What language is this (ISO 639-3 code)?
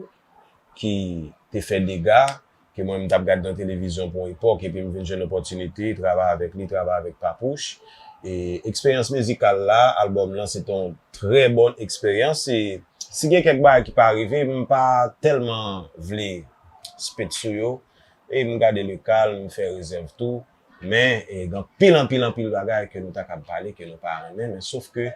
hat